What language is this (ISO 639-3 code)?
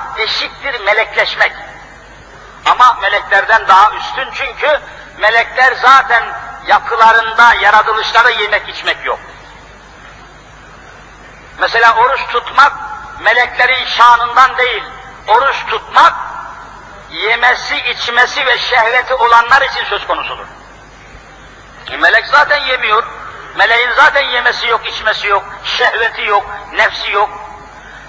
tur